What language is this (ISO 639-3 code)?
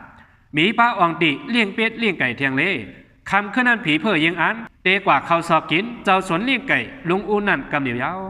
shn